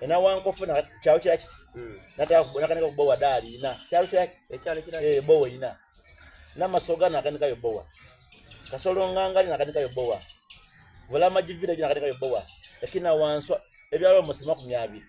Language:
Soga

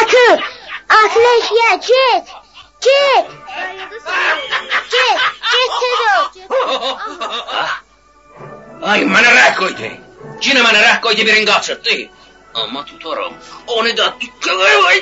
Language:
South Azerbaijani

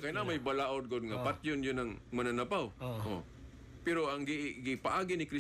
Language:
Cebuano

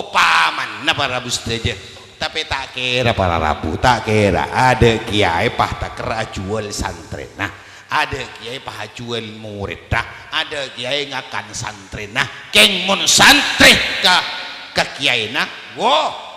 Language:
Madurese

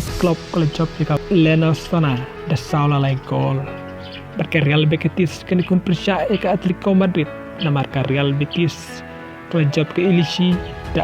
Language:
Khasi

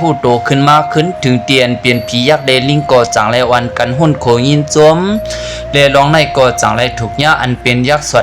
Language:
Shan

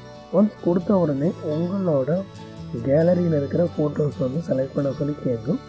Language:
Tamil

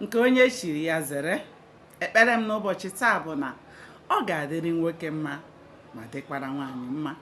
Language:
Igbo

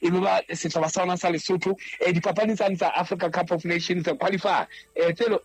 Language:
Southern Sotho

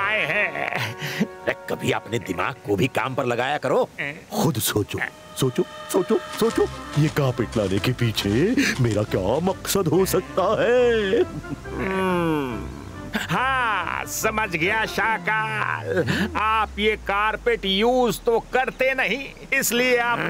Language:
Hindi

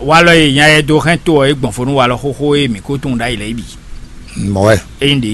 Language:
Fon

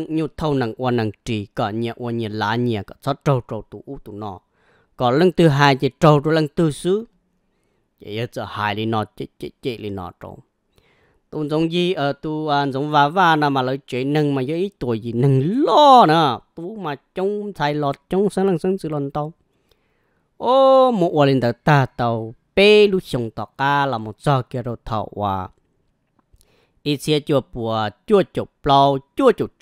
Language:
Vietnamese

